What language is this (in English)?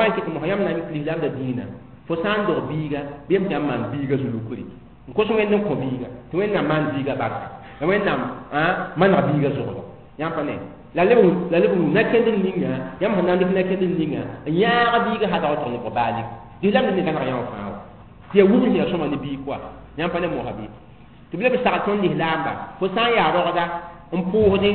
Mossi